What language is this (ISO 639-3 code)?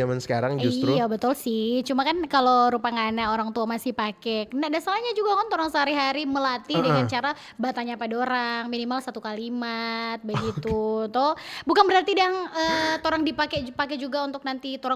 xmm